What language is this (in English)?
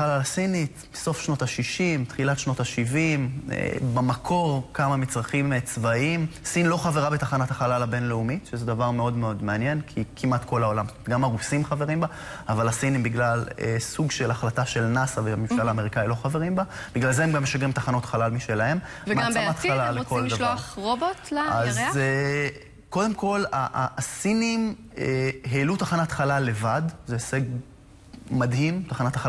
Hebrew